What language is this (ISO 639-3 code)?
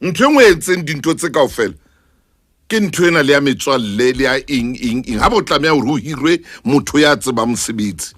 sot